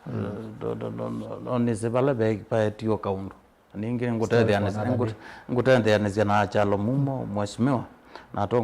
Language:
Kamba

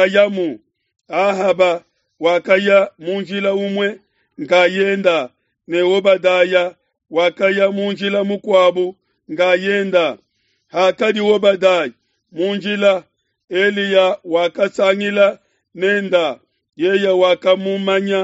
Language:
Luba-Lulua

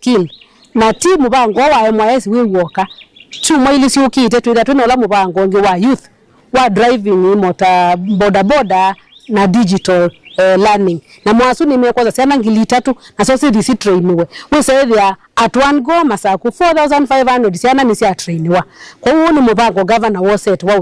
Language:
Kamba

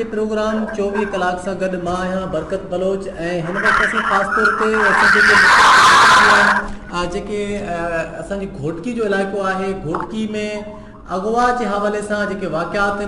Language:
Sindhi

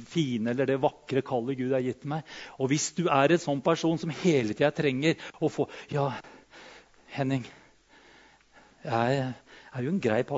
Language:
Norwegian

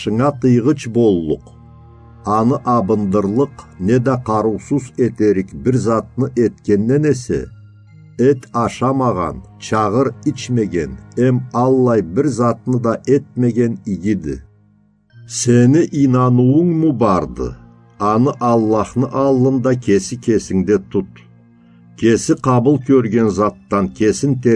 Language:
Karachay-Balkar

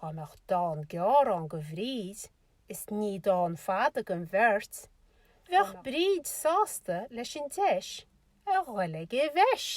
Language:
Irish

